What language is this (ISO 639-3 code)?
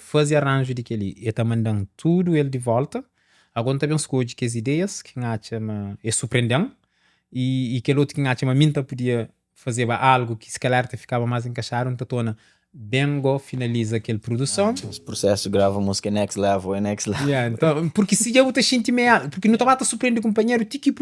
kea